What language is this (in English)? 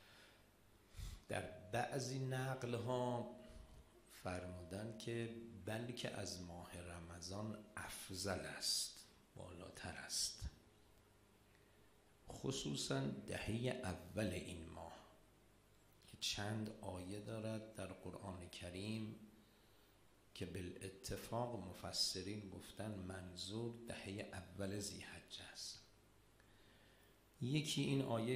Persian